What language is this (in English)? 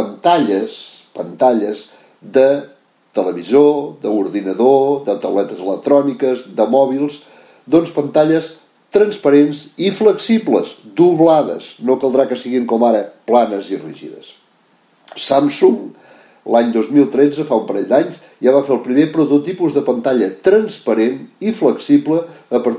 Catalan